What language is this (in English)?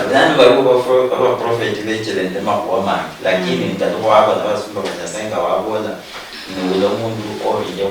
Luyia